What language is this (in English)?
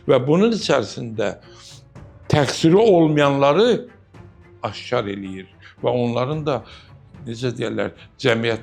Azerbaijani